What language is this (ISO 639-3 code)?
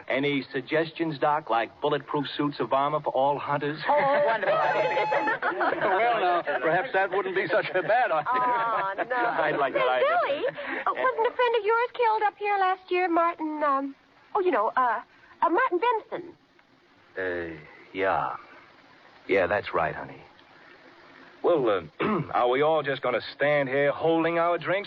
eng